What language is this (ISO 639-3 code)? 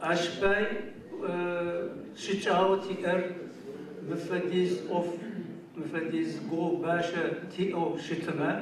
ady